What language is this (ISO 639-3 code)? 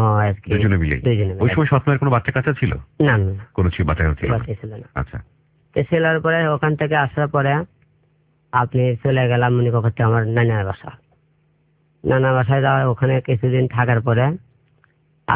ben